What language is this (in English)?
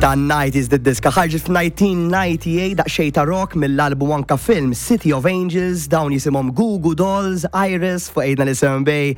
Maltese